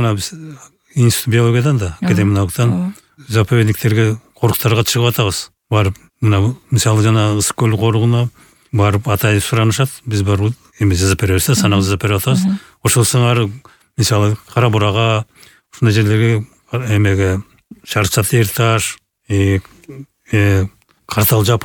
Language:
Kyrgyz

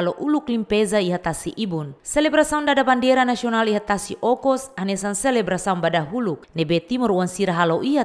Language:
Tetum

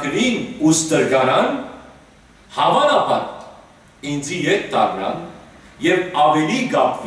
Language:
Western Armenian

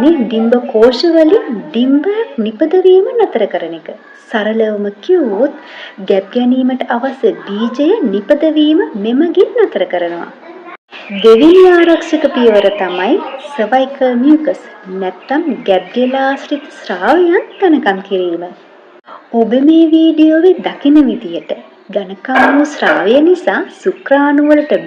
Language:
Sinhala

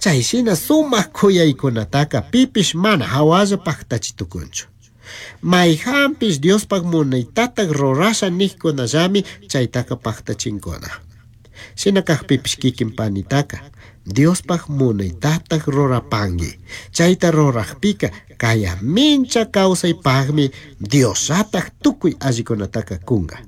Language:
Chimborazo Highland Quichua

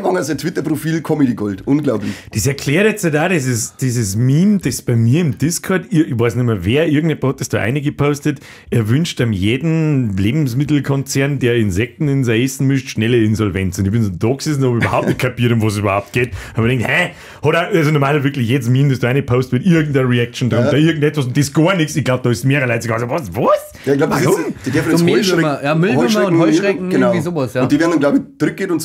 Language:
Bavarian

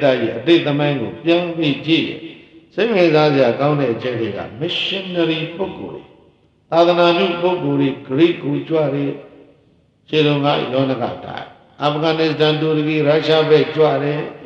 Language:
Burmese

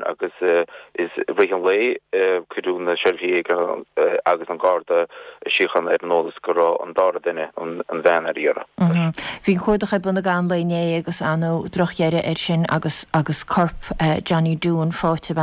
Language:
Irish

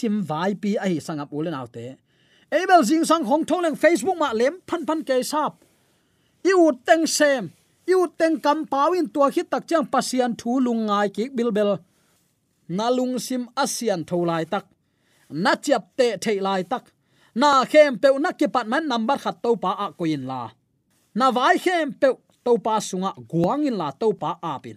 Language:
Tedim Chin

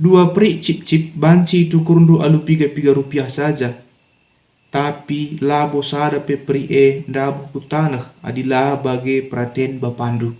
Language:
Batak Karo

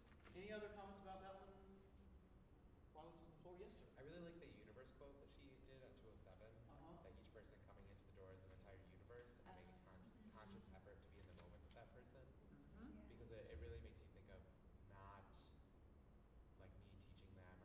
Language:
English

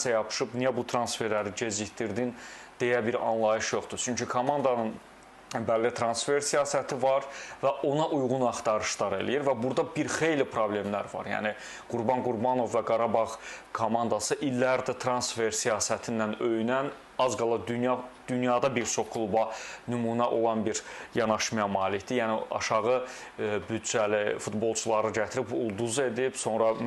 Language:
Azerbaijani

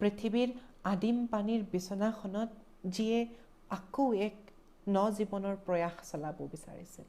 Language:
Assamese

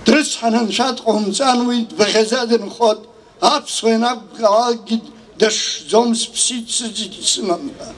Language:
Abkhazian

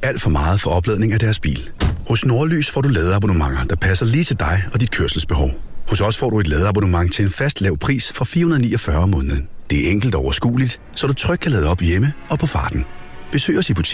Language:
Danish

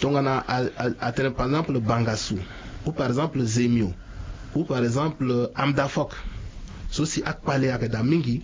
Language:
Sango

